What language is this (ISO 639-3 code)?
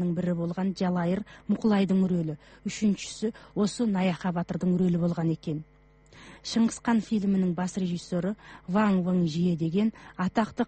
kaz